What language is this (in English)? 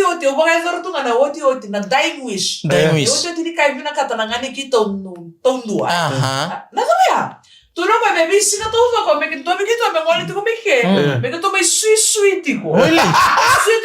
Fijian